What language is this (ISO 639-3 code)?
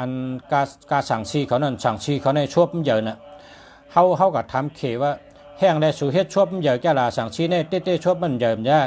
shn